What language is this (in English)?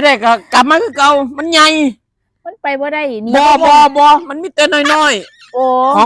Northeastern Thai